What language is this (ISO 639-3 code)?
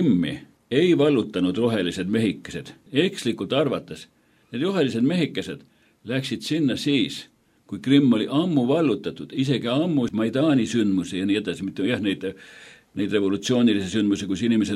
est